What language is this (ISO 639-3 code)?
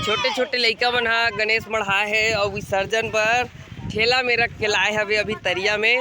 hne